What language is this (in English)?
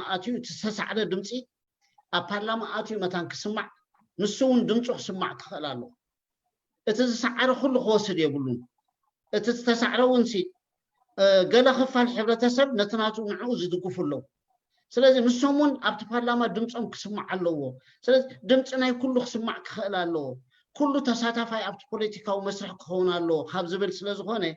Tigrinya